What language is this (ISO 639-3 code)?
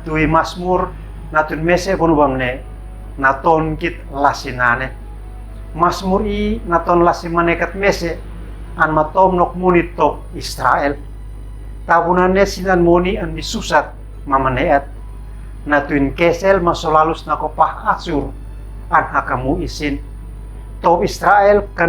aoz